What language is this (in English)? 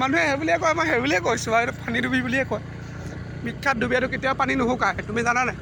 Assamese